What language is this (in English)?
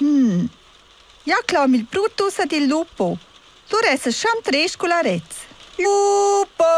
Romansh